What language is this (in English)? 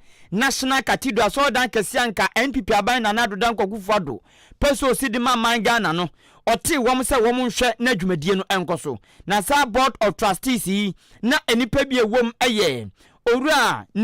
Akan